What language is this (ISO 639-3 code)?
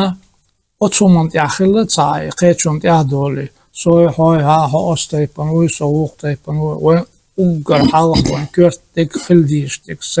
che